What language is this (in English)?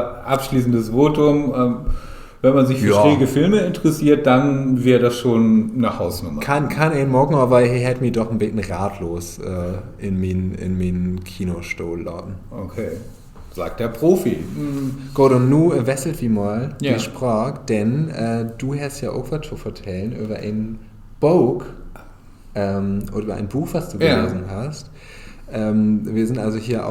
Low German